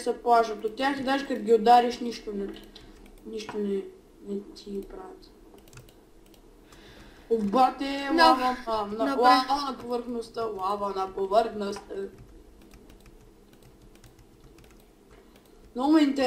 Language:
Bulgarian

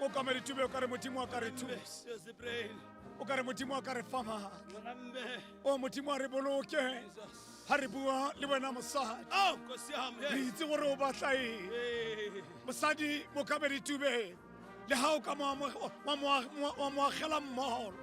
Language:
Tswana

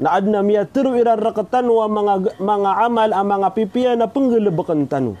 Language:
Maranao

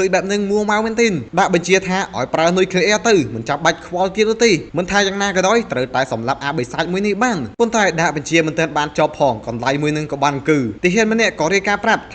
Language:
Khmer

